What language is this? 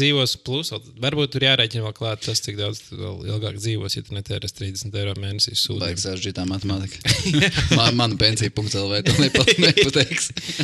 Latvian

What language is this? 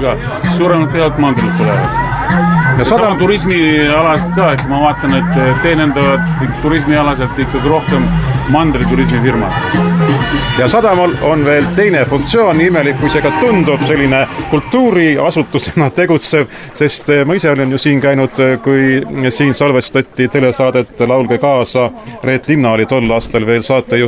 Estonian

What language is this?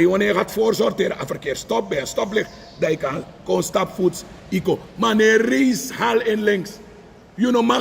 Sranan Tongo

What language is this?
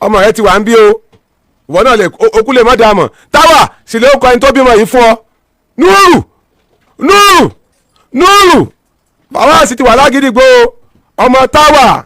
Yoruba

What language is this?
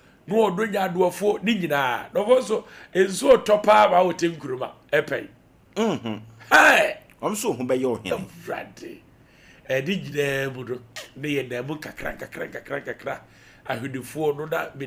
Akan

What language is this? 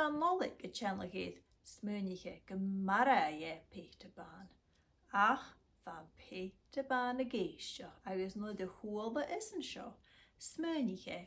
Scottish Gaelic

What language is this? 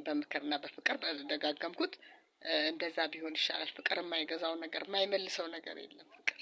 Amharic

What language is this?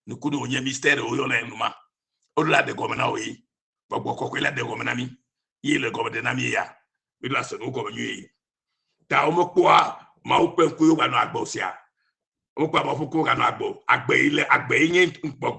Ewe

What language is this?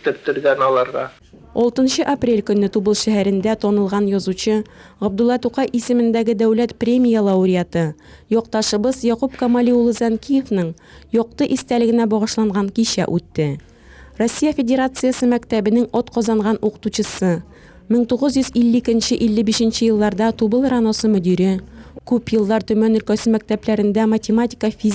Tatar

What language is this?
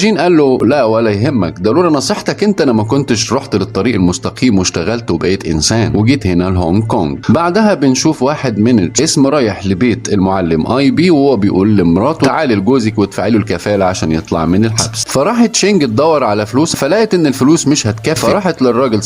Egyptian Arabic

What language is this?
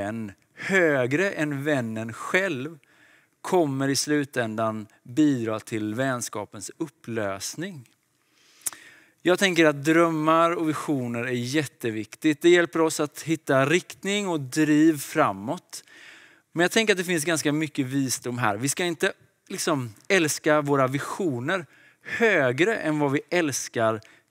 Swedish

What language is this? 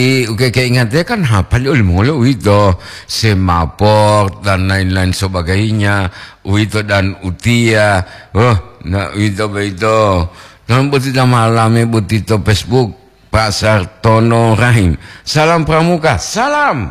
Gorontalo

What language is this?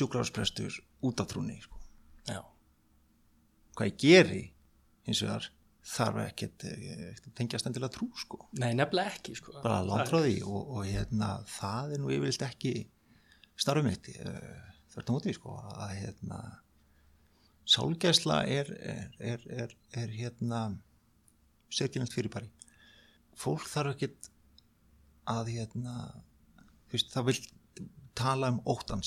Icelandic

